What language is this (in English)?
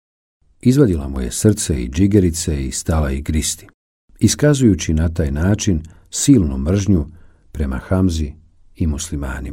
Bosnian